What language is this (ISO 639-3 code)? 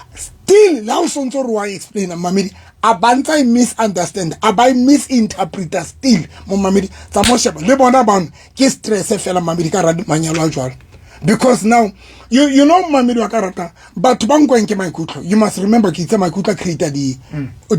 sot